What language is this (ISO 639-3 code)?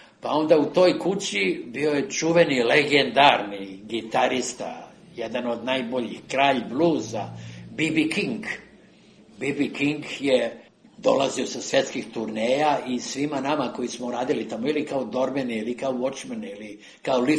srp